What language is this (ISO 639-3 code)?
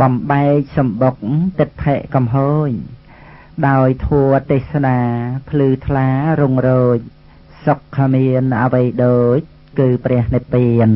khm